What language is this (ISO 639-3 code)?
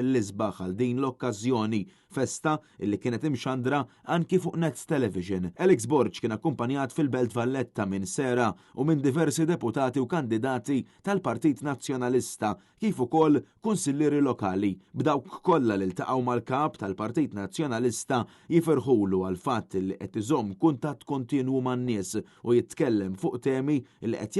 mlt